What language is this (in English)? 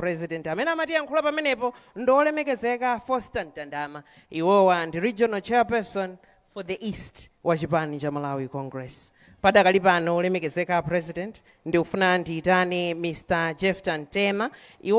Nyanja